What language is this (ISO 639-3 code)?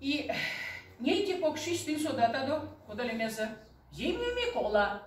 myv